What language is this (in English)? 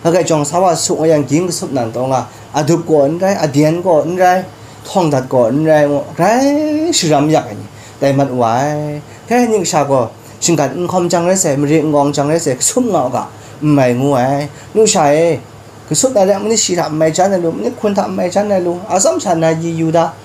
Kachin